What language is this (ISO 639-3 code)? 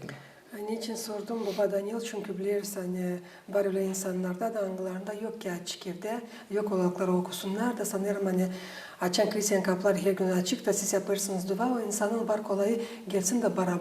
gag